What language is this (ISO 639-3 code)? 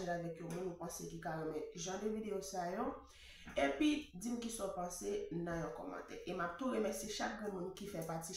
hat